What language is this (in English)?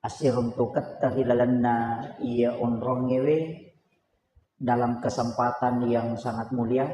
Buginese